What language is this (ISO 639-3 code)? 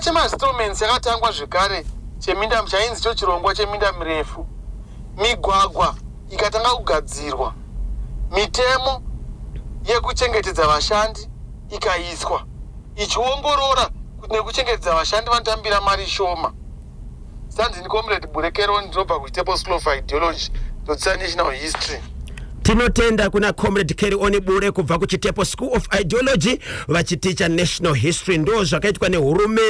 sna